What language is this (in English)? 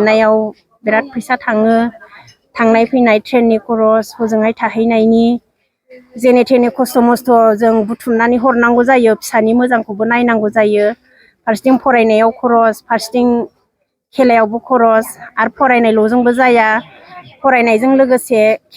Bodo